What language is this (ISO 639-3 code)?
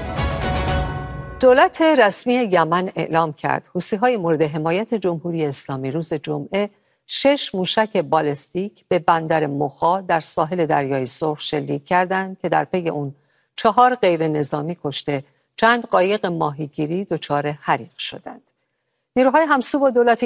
fas